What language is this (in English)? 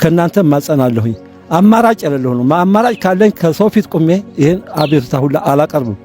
Amharic